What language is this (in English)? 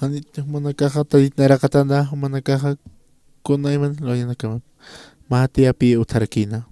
Aymara